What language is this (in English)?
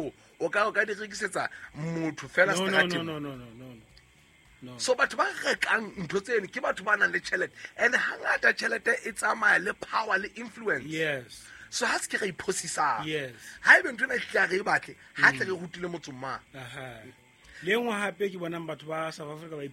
Southern Sotho